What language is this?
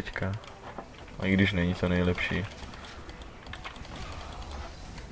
Czech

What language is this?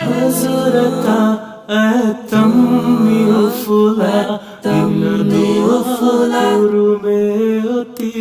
Divehi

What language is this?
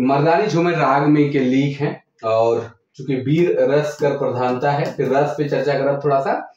Sadri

